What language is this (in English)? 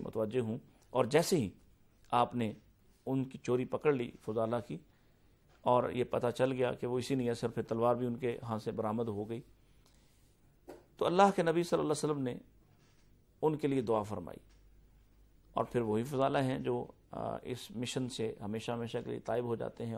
Urdu